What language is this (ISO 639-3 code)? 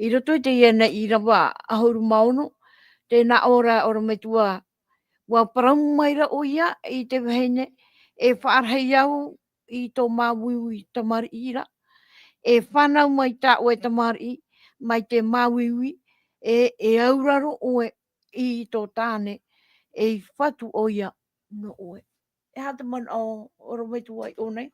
tah